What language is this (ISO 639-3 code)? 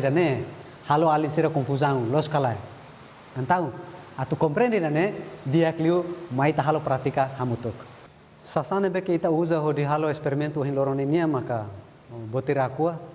tet